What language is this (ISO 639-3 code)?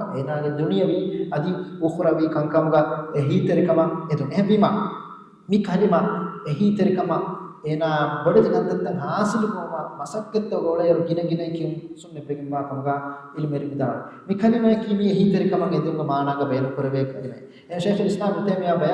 div